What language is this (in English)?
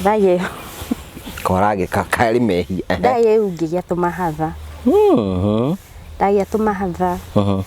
Kikuyu